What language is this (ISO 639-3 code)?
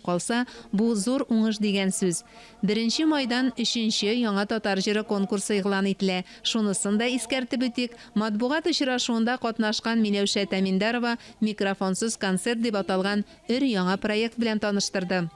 tat